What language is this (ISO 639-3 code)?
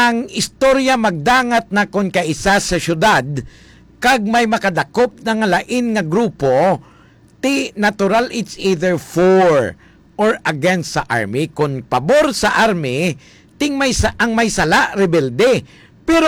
hil